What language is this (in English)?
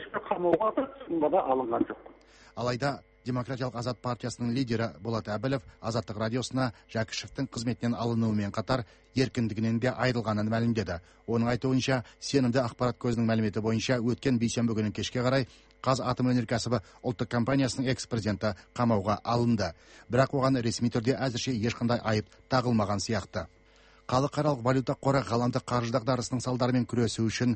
Kazakh